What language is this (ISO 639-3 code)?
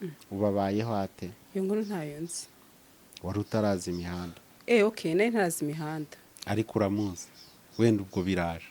kin